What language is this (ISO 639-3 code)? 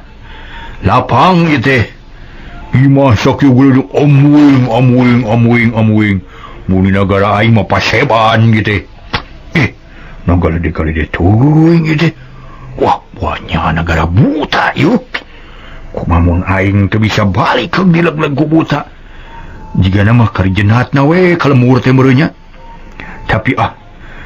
sun